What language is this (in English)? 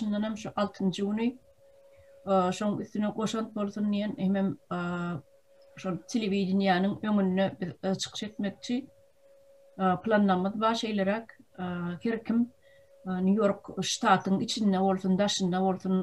Turkmen